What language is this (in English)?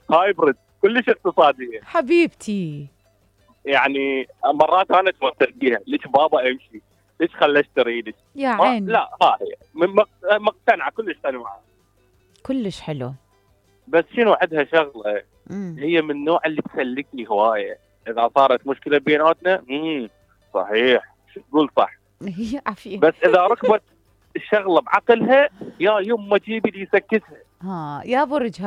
Mesopotamian Arabic